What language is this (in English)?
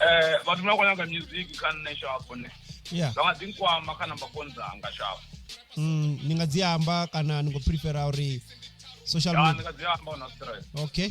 Venda